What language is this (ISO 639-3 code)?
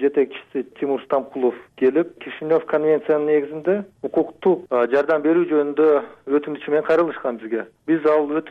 kir